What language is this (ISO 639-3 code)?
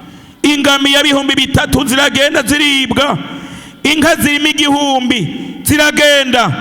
run